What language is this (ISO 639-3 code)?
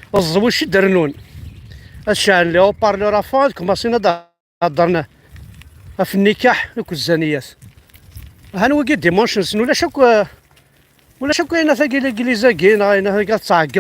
kab